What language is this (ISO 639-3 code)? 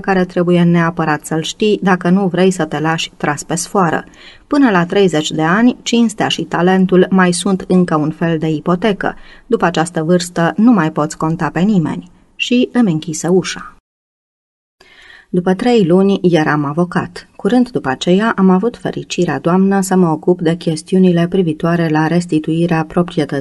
ron